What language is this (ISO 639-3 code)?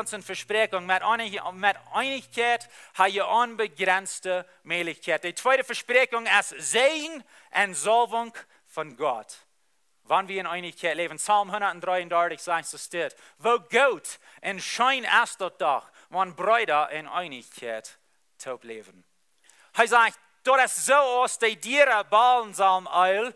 pdt